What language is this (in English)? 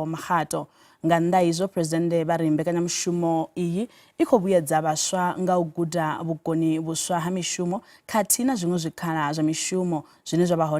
Venda